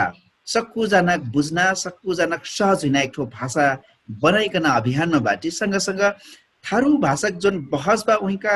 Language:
Dangaura Tharu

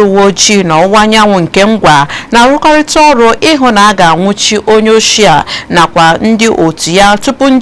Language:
Igbo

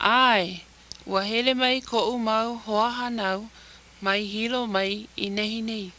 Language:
Hawaiian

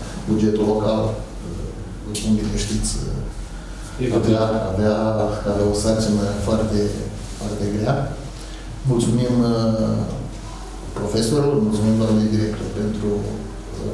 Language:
Romanian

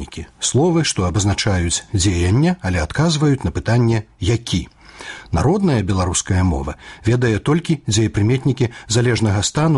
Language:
Belarusian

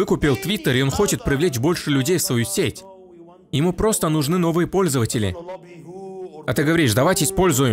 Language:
Russian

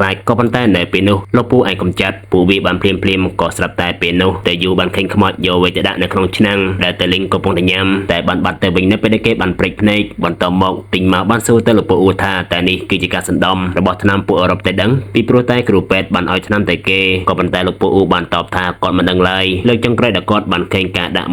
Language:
Khmer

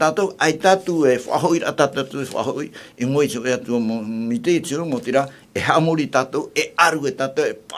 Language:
Tahitian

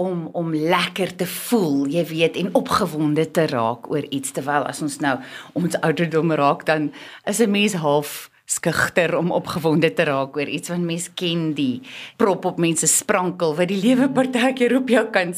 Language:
Afrikaans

